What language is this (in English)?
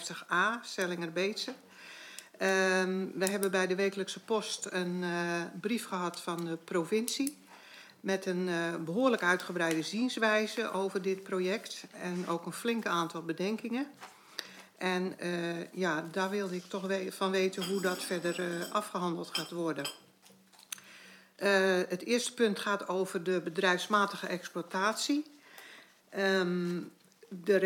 Dutch